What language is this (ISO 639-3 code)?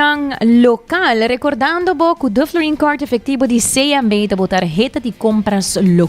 pap